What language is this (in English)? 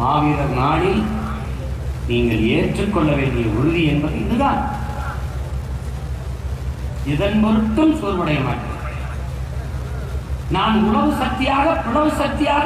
Tamil